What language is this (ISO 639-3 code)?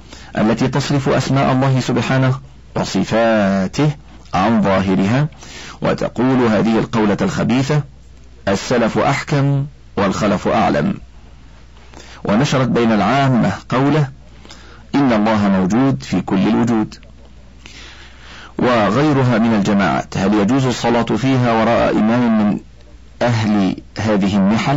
ara